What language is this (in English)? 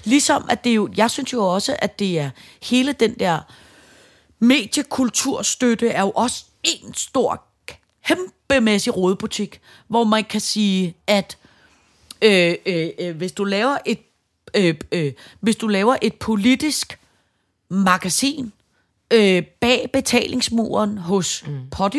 Danish